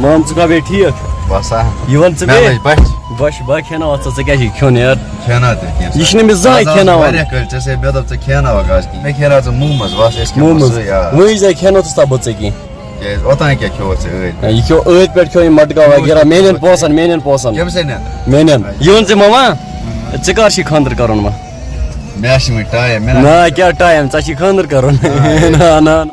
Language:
Kashmiri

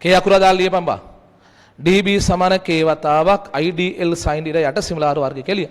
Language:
Sinhala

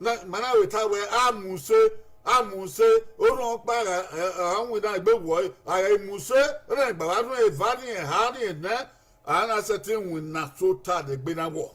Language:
Bini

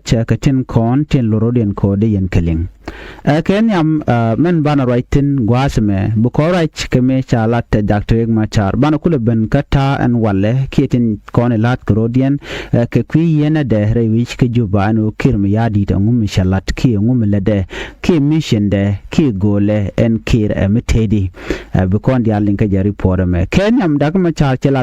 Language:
Nuer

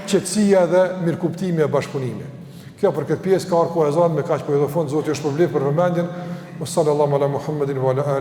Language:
Albanian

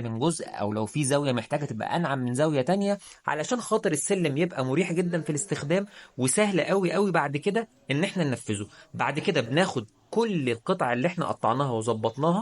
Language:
Egyptian Arabic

